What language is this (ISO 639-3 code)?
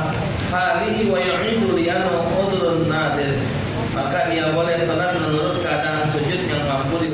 mui